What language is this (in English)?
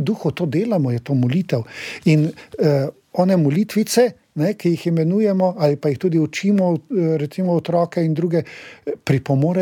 Slovenian